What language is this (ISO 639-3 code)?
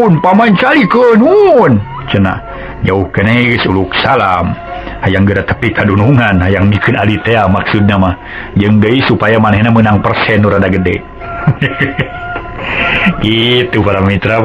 sun